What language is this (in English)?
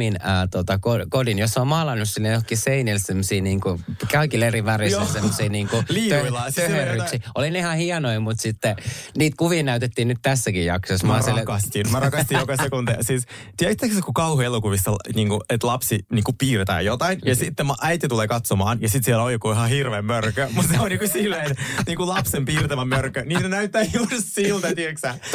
Finnish